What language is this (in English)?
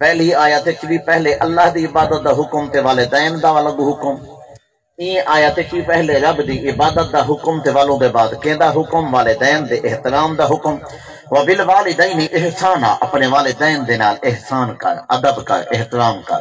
Saraiki